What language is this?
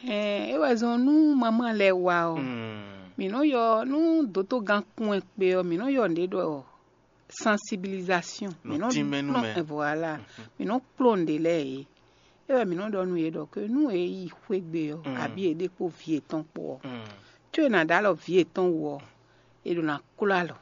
Fon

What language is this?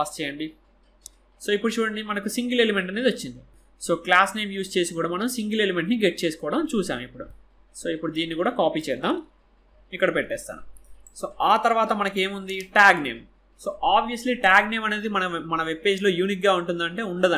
Telugu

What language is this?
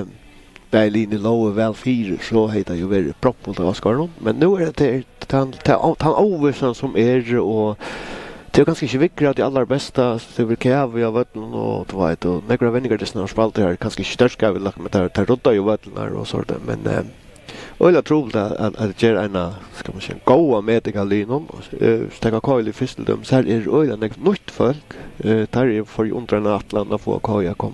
Faroese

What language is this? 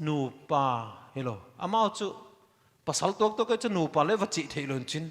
Paite Chin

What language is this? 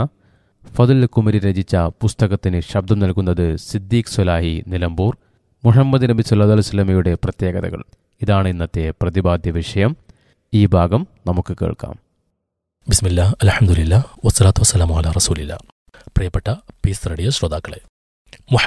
Malayalam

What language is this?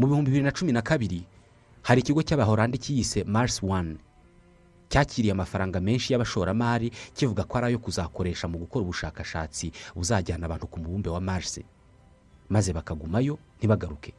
Kinyarwanda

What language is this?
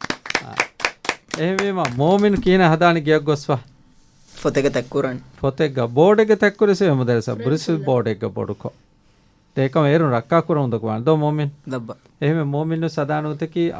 Divehi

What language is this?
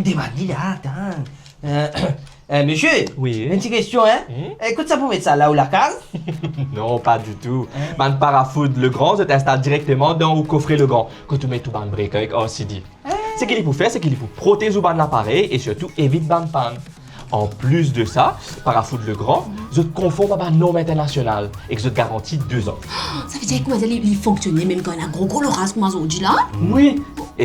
Morisyen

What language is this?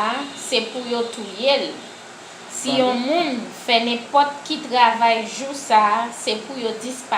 Haitian Creole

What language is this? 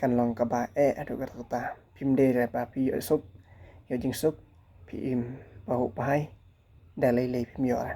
Khasi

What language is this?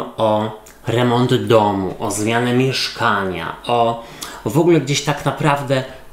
Polish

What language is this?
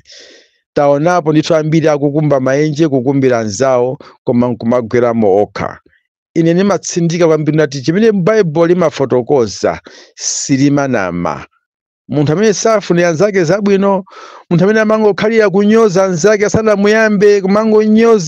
Nyanja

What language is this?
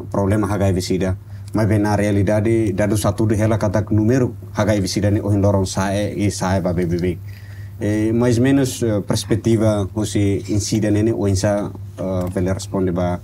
Tetum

